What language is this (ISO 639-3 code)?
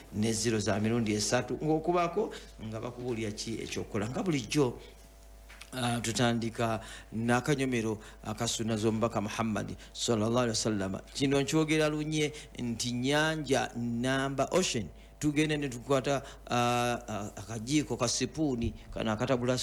lug